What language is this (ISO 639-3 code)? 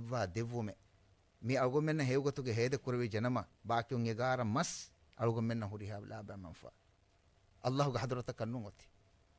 div